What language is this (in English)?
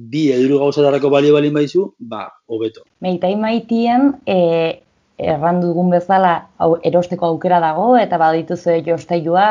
Basque